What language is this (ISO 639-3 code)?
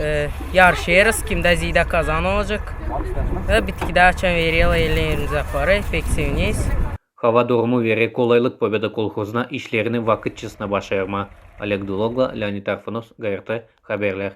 gag